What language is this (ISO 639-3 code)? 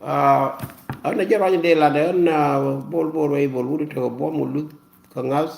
nus